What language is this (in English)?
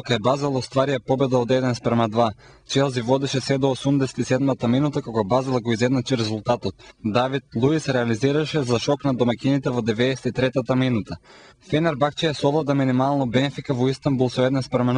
Macedonian